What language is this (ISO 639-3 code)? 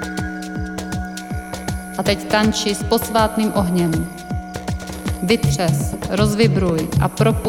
ces